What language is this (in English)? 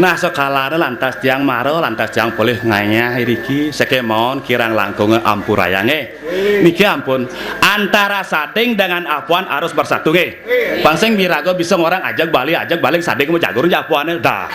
Balinese